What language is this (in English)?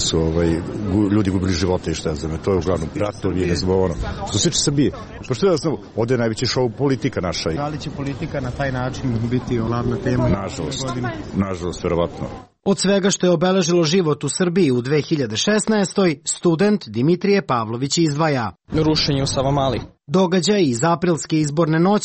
Serbian